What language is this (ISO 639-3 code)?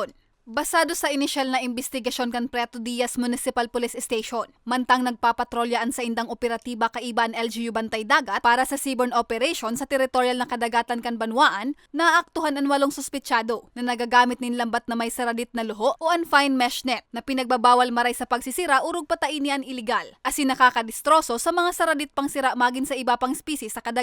bik